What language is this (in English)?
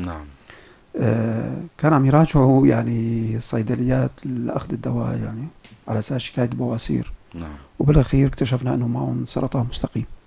North Levantine Arabic